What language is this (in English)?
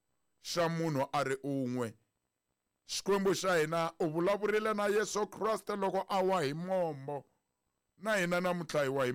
Tsonga